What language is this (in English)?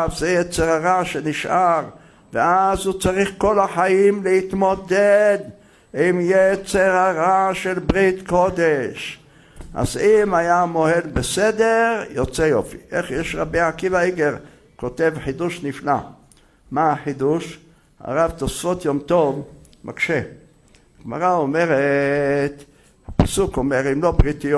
Hebrew